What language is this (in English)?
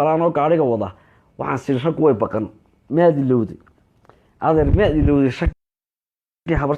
Somali